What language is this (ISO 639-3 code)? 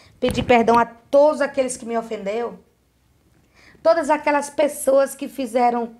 por